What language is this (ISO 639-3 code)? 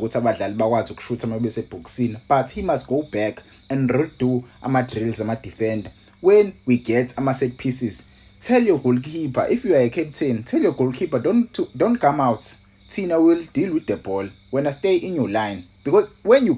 zul